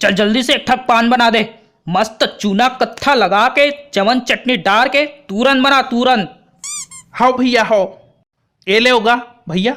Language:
Chhattisgarhi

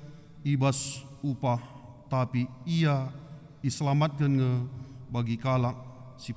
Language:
Batak Karo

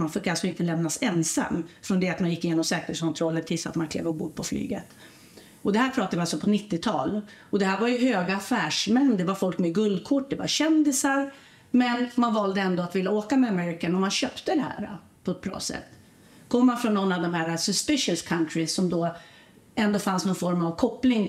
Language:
Swedish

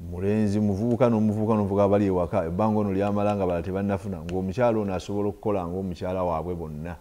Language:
Ganda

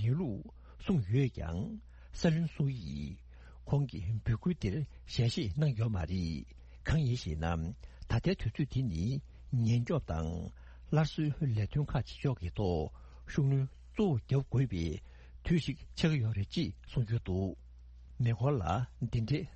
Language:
Tibetan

